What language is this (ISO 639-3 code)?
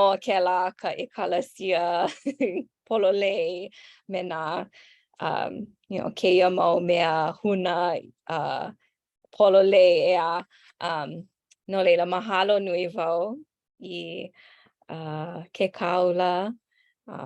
haw